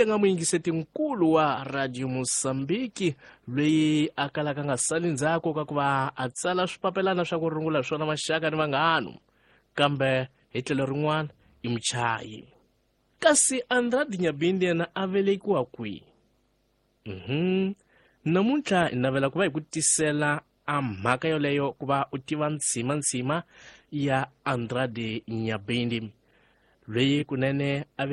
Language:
Tsonga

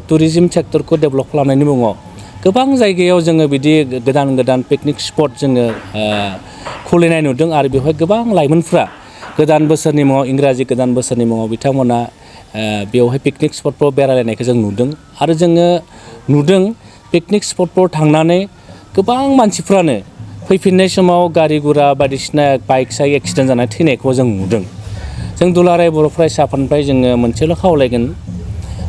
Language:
Bodo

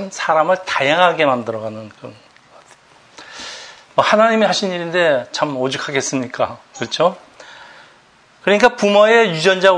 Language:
Korean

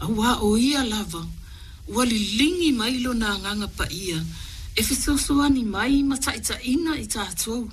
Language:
Samoan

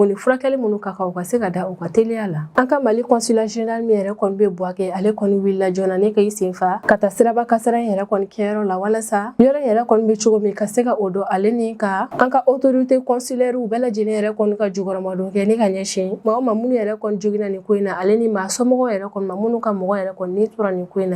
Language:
Bambara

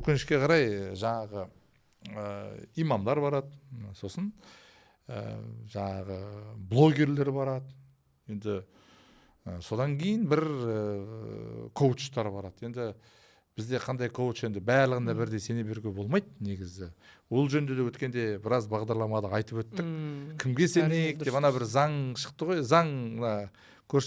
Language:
Kazakh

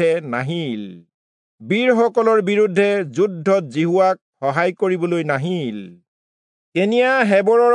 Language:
Assamese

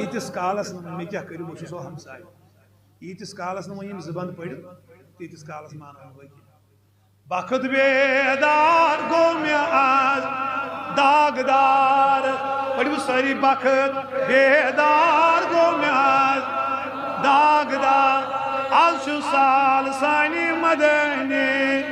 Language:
Kashmiri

